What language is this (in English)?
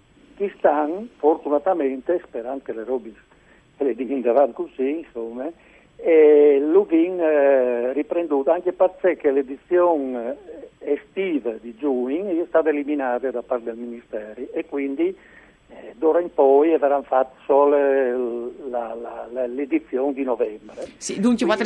Friulian